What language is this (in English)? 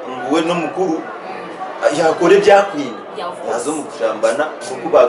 Nyankole